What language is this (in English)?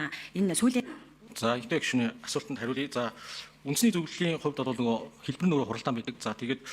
Mongolian